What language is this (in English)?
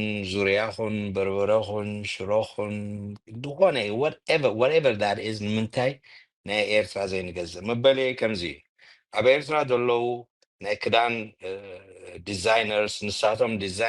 Tigrinya